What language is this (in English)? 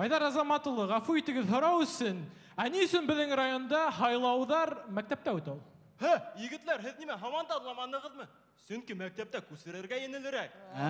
Bashkir